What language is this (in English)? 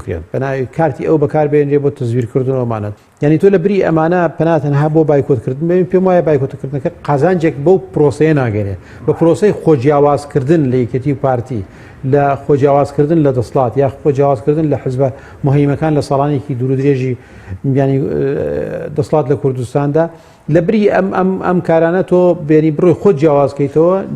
Central Kurdish